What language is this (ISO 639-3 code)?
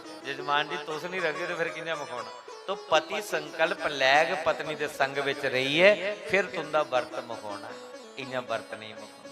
doi